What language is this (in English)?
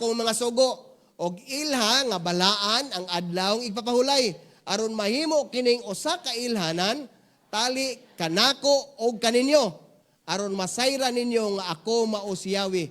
Cebuano